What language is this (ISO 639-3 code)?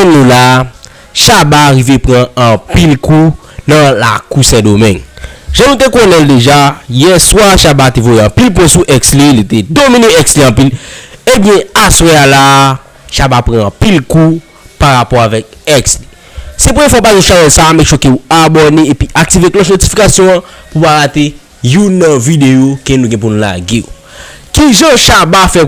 hat